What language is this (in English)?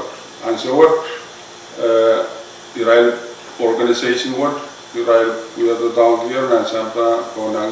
Pohnpeian